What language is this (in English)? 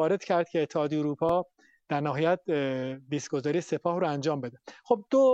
Persian